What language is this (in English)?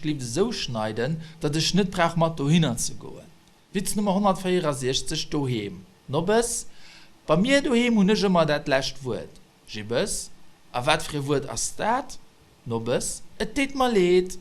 Luxembourgish